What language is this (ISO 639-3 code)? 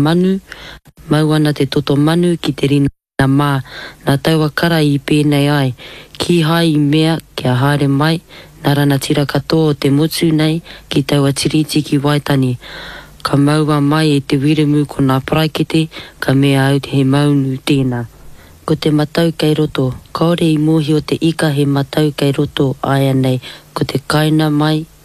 mri